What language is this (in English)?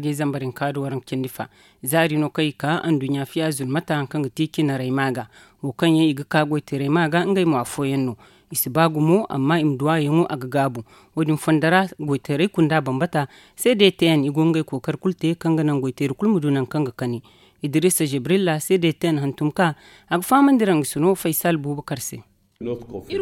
Zarma